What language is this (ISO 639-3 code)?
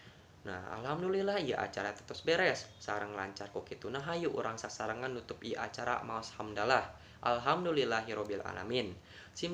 sun